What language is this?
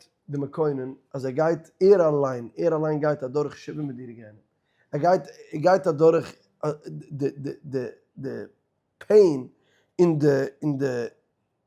Yiddish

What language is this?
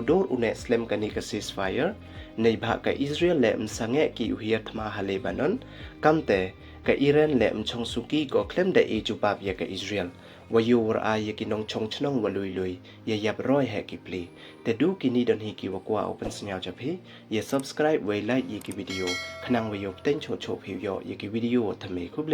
Pnar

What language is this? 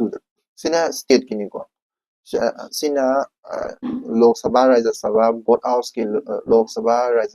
Manipuri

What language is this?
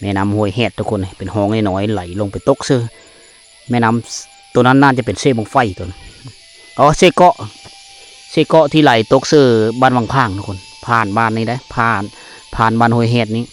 Lao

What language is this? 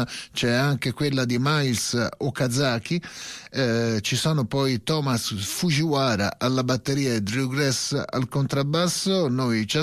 Italian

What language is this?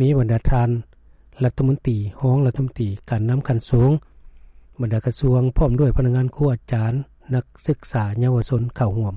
Lao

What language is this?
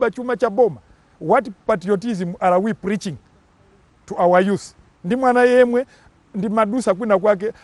Nyanja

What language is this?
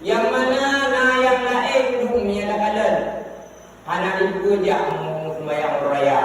Achinese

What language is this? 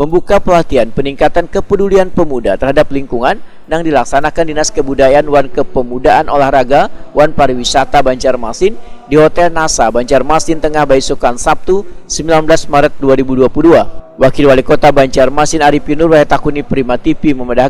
Banjar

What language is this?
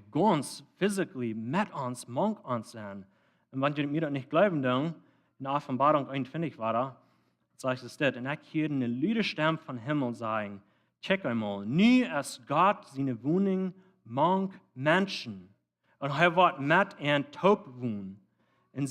Plautdietsch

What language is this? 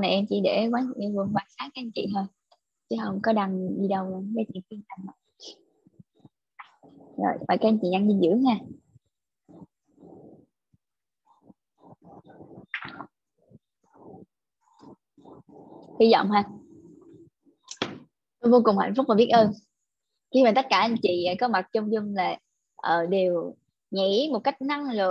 Vietnamese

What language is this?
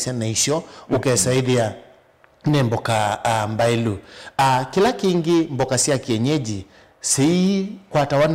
Kamba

